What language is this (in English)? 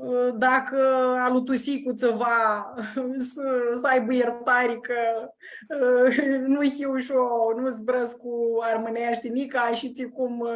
Aromanian